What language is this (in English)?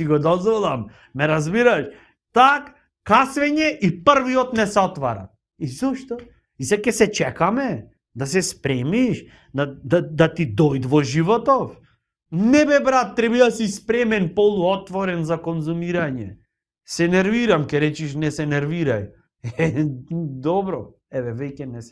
Macedonian